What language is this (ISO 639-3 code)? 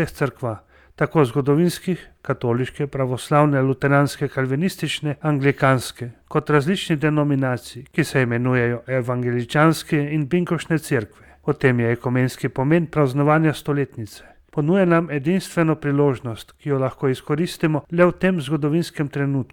slv